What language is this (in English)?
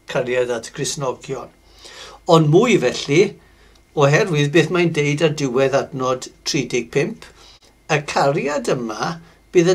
Welsh